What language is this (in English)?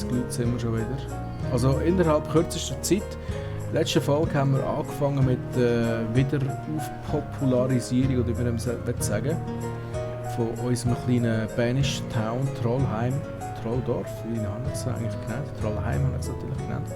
Swiss German